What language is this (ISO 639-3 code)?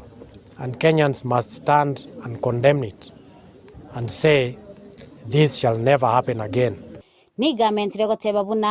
guz